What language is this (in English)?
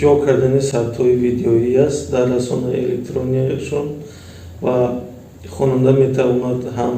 Tajik